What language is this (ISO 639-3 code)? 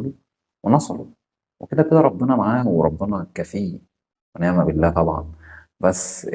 arz